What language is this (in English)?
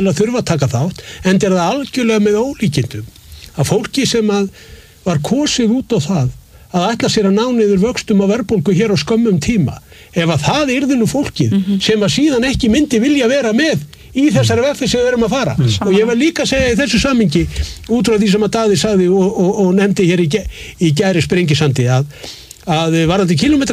Icelandic